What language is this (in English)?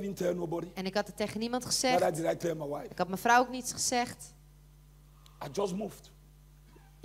Dutch